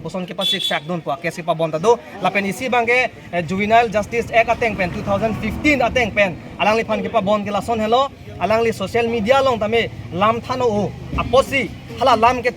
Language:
Karbi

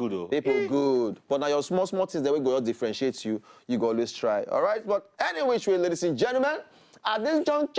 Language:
Nigerian Pidgin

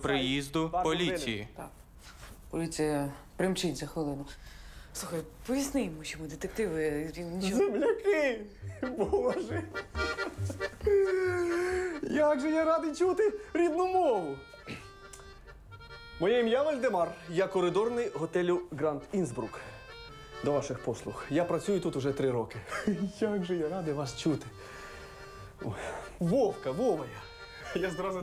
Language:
Ukrainian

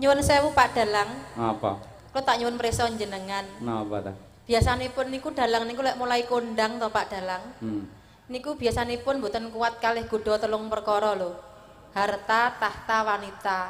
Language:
Javanese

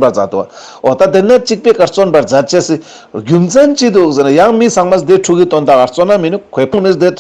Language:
Ladakhi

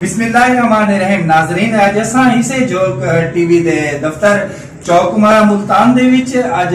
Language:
Saraiki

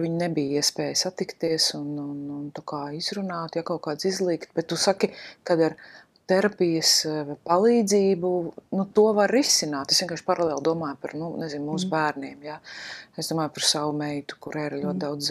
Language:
Latvian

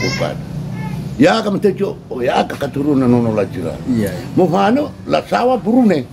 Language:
Nias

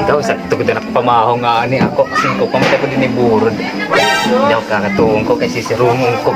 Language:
Waray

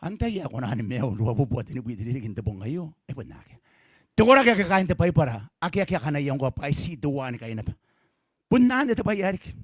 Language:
Gilbertese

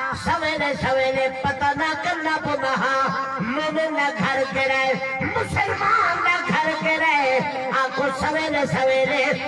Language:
Saraiki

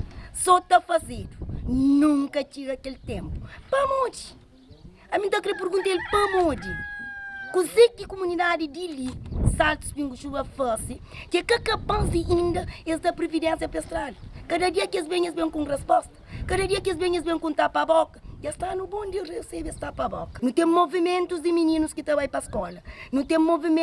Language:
Kabuverdianu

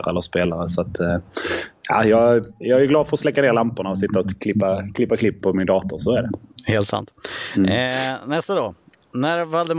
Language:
Swedish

